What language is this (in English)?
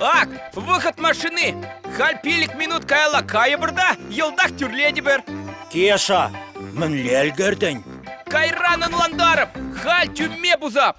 Chuvash